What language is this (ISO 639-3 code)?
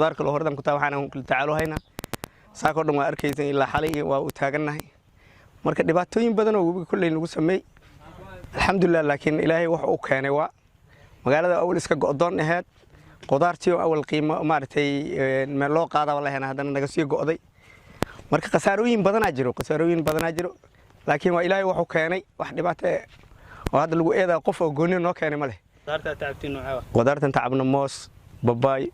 som